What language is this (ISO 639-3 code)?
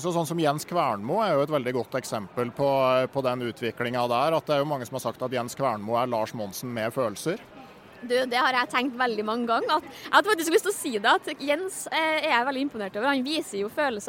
nor